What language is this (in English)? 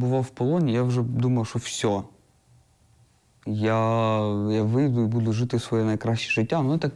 Ukrainian